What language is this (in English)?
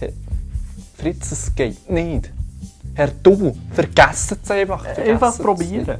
Swiss German